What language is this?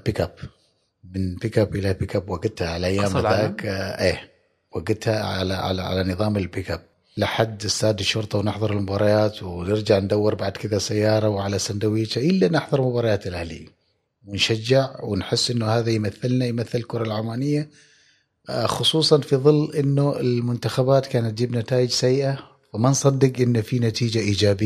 Gulf Arabic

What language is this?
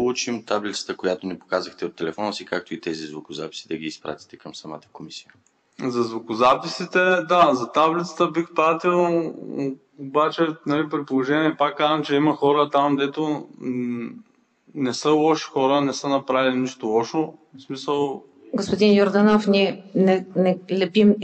Bulgarian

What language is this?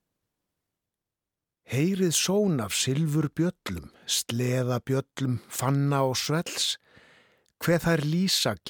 Icelandic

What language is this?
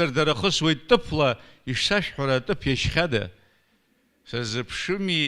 Abkhazian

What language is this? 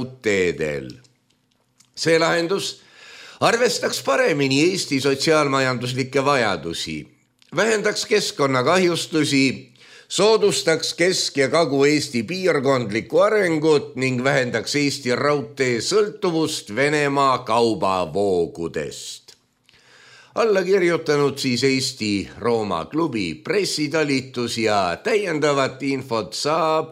Estonian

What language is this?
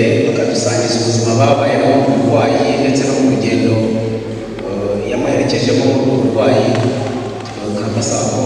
Kinyarwanda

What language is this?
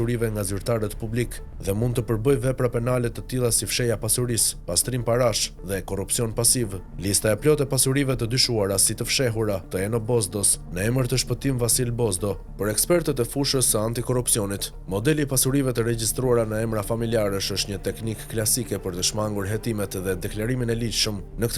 Albanian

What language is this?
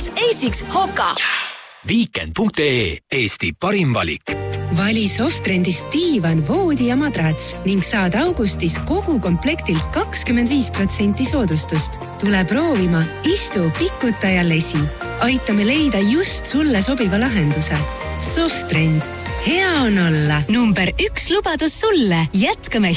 Estonian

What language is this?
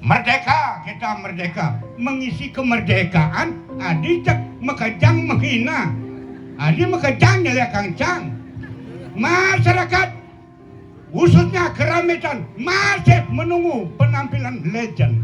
Balinese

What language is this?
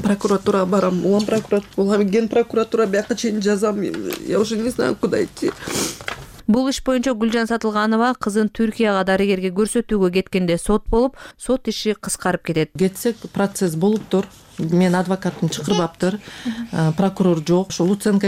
Kyrgyz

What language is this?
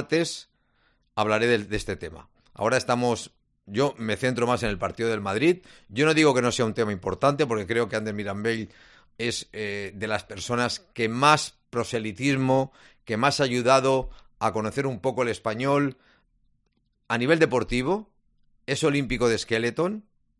Spanish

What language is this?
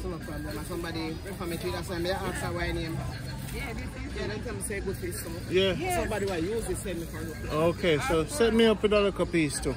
Jamaican Creole English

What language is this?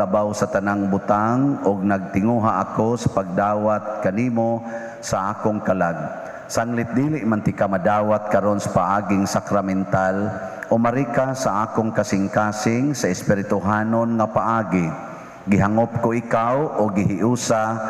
Cebuano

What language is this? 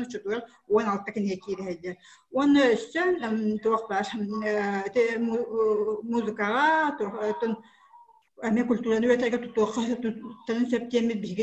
Yakut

